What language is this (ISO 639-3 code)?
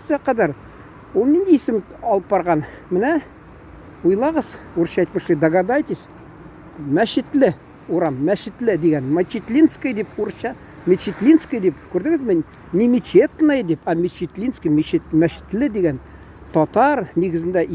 tat